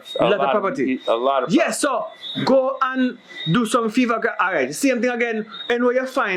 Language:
Jamaican Creole English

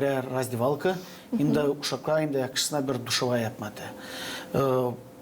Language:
Gagauz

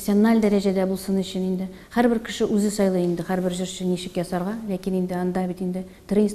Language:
Tatar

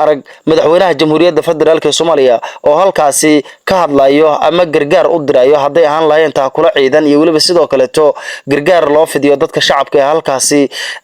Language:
Somali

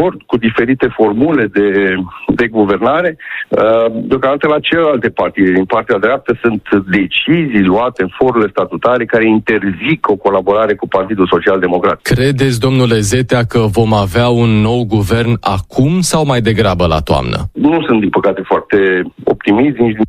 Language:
Romanian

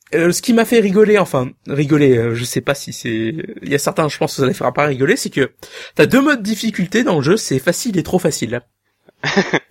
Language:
French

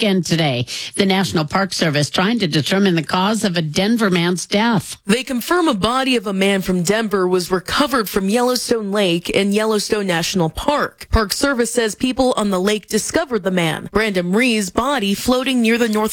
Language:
English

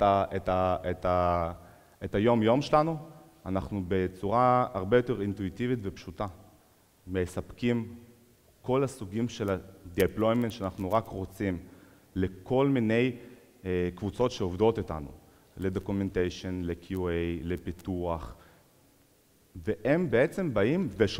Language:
Hebrew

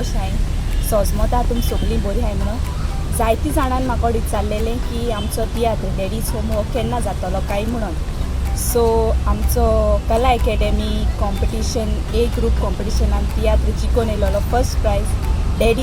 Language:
Konkani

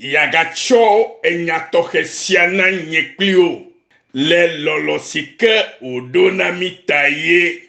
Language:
Ewe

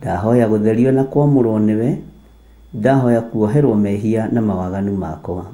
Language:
Kikuyu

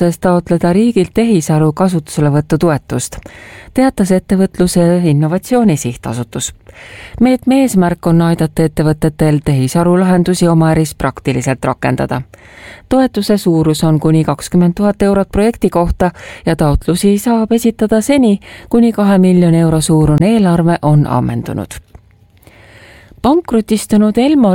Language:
Estonian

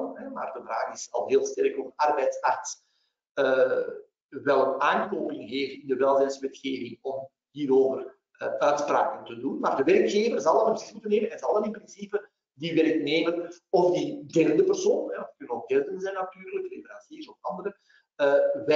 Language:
Dutch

